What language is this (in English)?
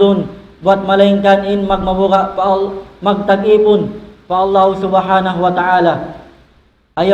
Tausug